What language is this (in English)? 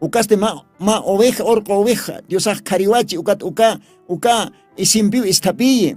Aymara